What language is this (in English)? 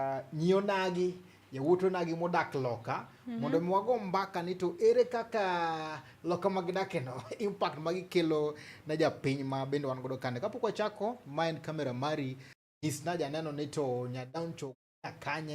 Luo (Kenya and Tanzania)